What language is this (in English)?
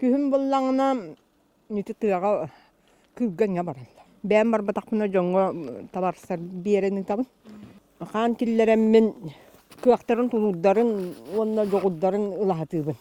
Yakut